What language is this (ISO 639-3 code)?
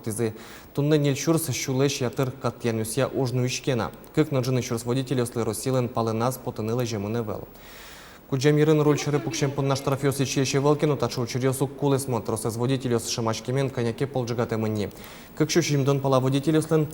udm